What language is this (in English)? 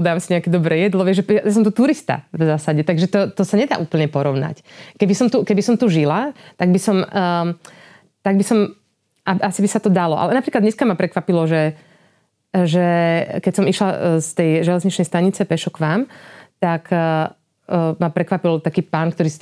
Slovak